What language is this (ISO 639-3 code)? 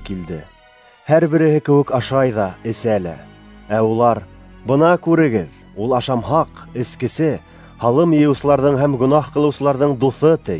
bak